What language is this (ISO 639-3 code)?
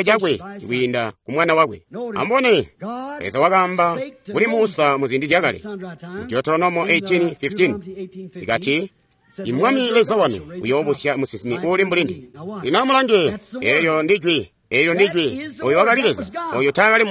toi